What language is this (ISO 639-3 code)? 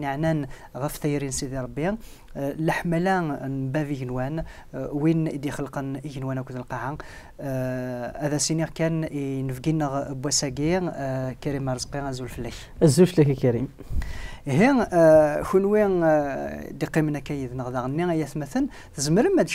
kab